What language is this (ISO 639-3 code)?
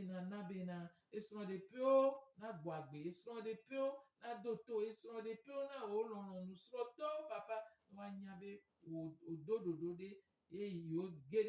gej